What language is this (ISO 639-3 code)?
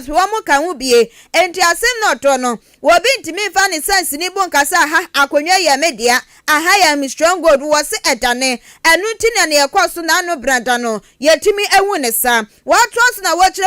aka